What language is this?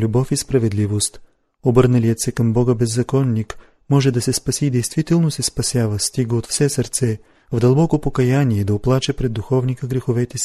Bulgarian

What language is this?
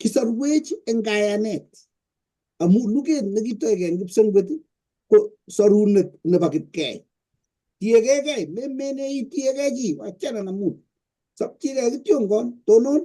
Kalenjin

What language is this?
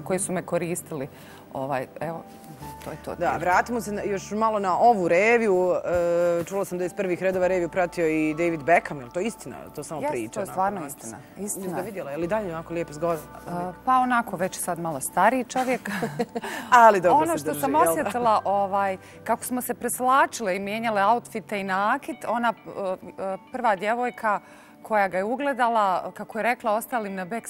Bosnian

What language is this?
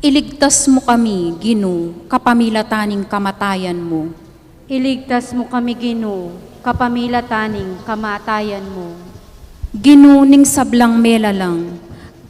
Pampanga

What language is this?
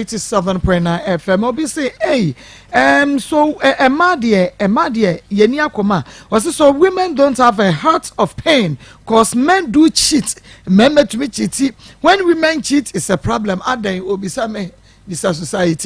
Akan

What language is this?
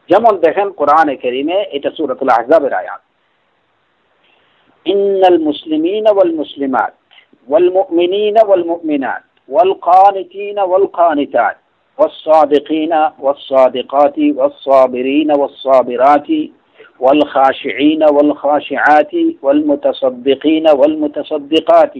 Bangla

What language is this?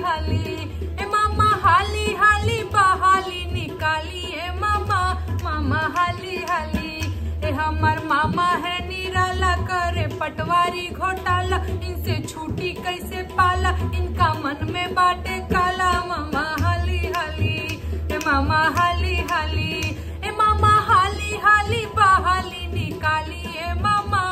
Bhojpuri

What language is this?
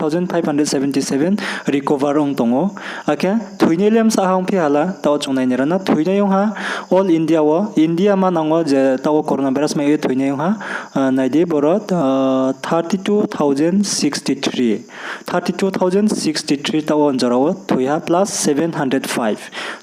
Riang (India)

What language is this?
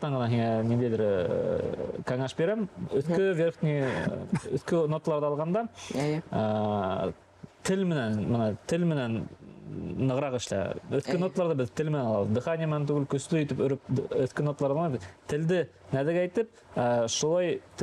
Bashkir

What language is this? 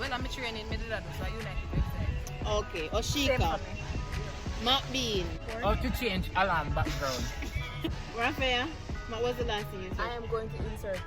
Jamaican Creole English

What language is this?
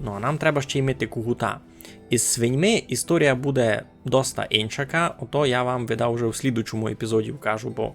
Rusyn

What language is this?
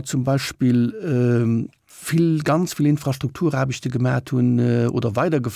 Luxembourgish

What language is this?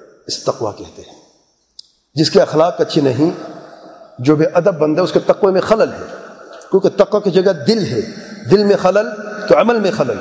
Urdu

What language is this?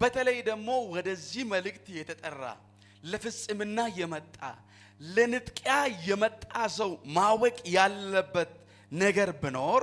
Amharic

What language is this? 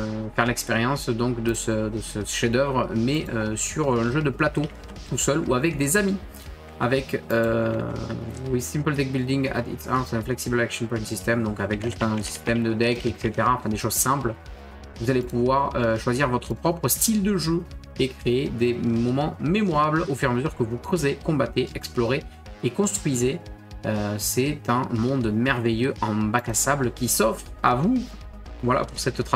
French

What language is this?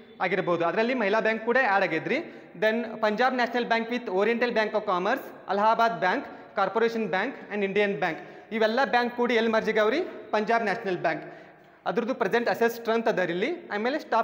Kannada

